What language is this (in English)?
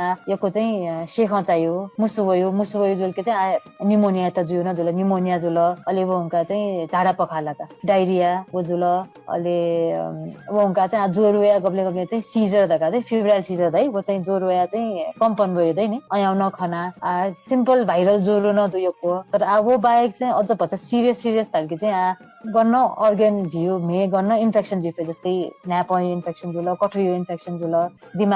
Newari